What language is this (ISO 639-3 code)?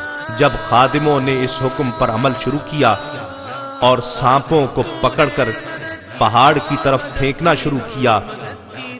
urd